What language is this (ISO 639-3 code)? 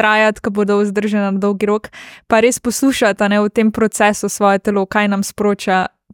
slv